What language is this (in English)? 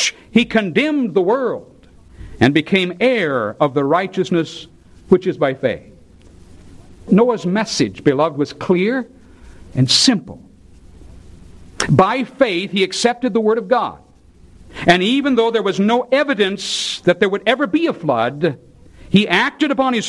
English